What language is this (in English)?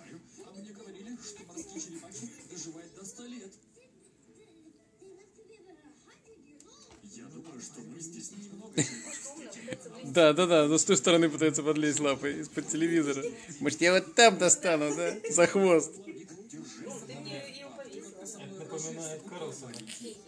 Russian